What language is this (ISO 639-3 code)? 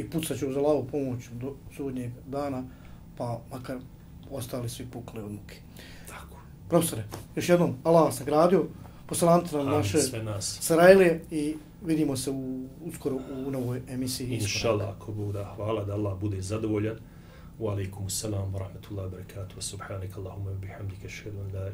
bos